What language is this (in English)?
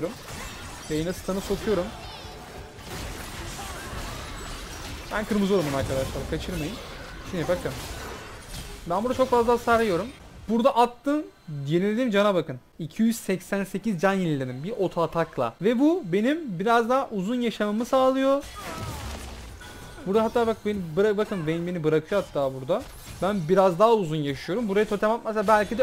Turkish